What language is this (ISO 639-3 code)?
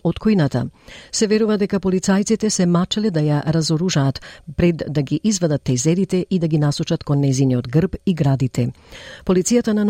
mkd